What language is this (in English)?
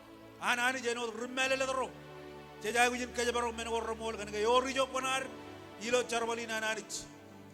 Marshallese